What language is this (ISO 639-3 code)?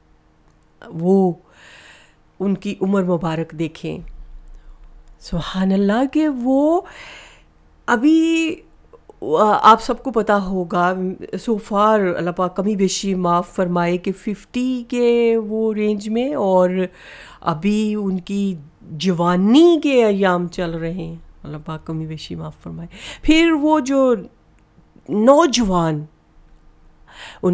urd